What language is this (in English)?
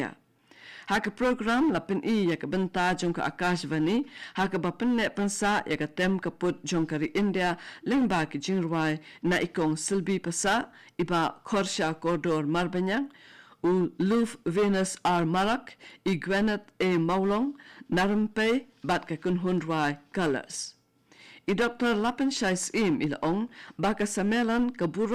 Khasi